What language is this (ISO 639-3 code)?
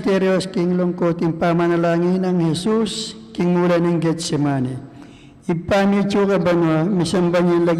pam